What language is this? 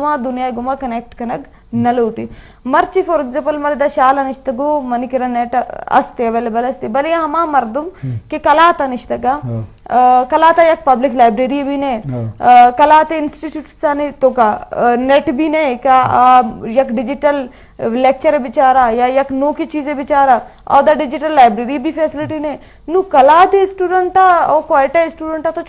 Eastern Balochi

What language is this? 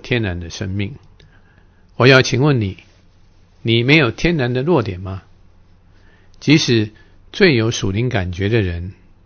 Chinese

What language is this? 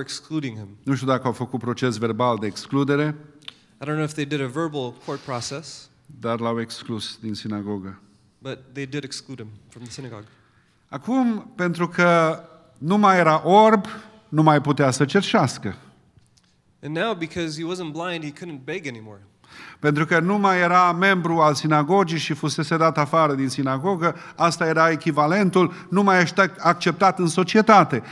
Romanian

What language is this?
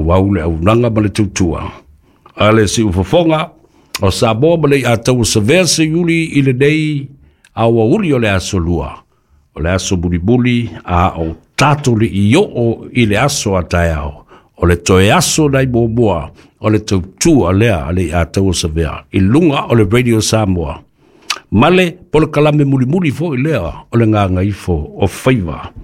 Samoan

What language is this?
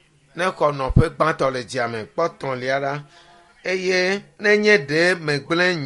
Ewe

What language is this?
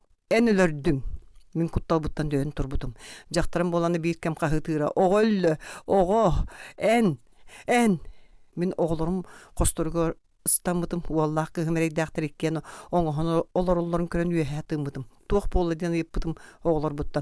Yakut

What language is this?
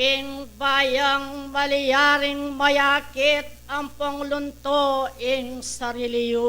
Pampanga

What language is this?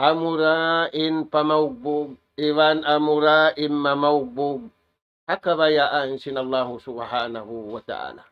Tausug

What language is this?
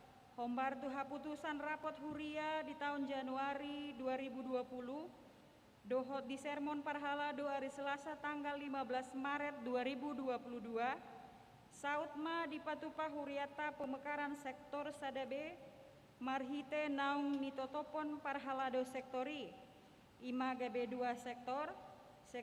Batak Toba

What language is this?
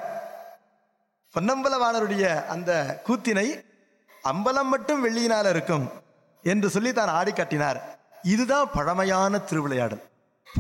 Tamil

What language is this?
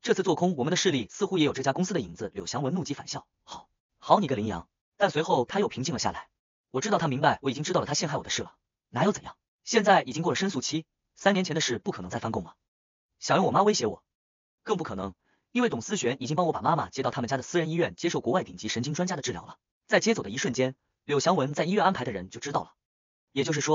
Chinese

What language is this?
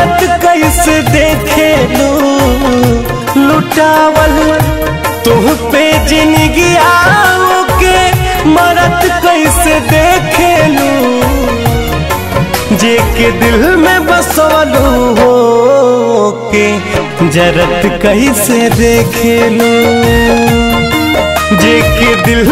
Bhojpuri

